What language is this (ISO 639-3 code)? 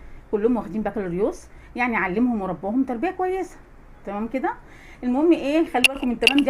arz